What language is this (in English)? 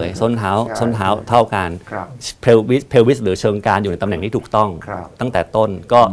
Thai